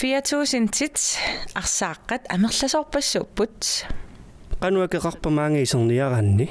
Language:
Kalaallisut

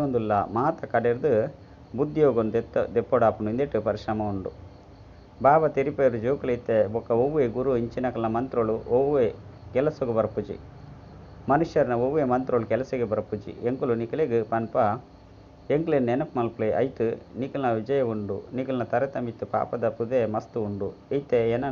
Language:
Tulu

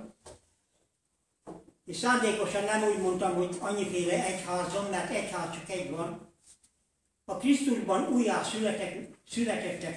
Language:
Hungarian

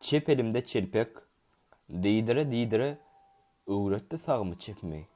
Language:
Turkmen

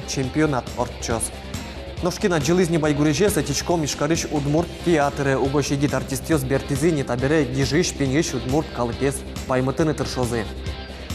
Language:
Udmurt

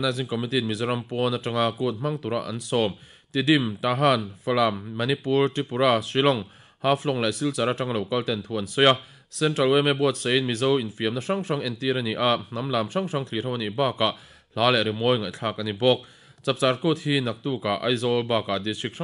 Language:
Mizo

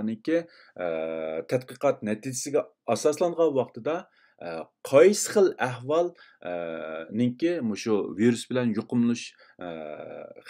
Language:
Uyghur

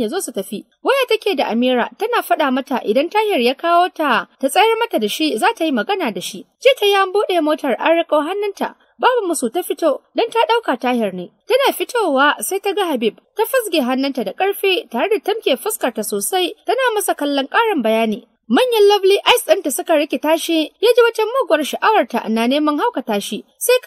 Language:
Hausa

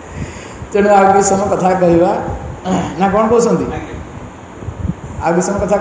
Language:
Odia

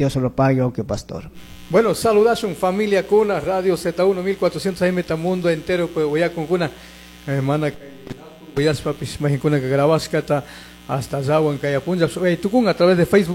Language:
Chimborazo Highland Quichua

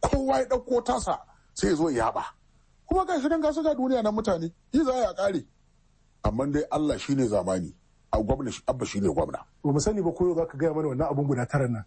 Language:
Hausa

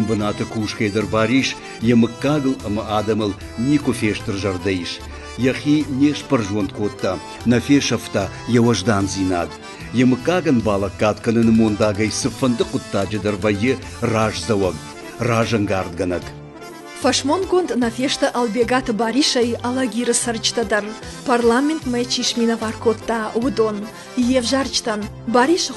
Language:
Ossetic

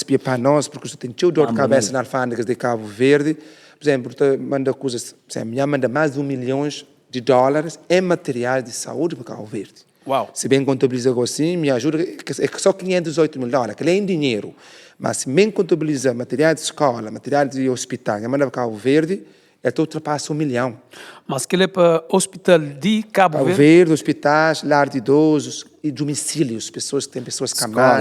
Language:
Kabuverdianu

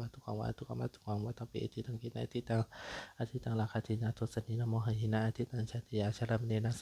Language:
Pali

